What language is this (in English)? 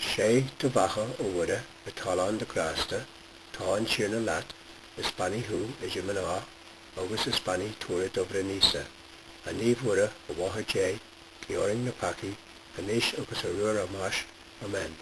Irish